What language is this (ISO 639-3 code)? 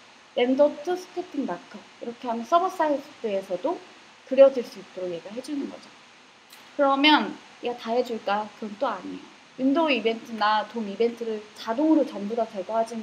kor